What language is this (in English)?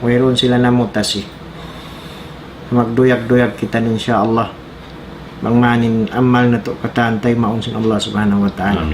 Tausug